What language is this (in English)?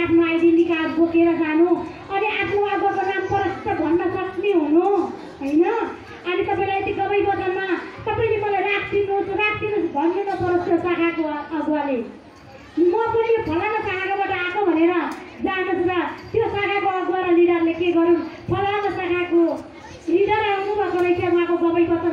Nepali